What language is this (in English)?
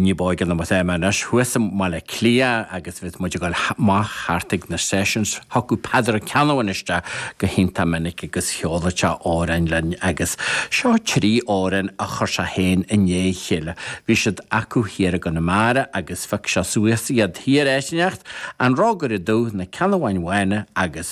Irish